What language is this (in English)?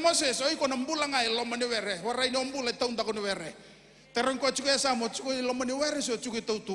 Fijian